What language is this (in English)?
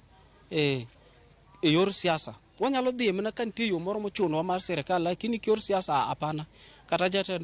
Luo (Kenya and Tanzania)